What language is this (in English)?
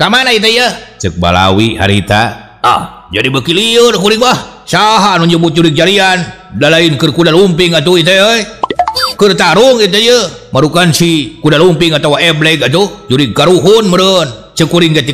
Sundanese